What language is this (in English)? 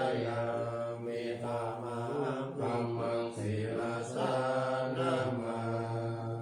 Pali